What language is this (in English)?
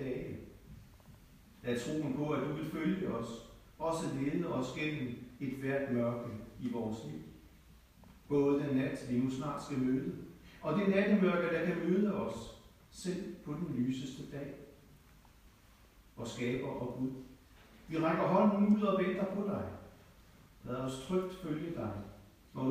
Danish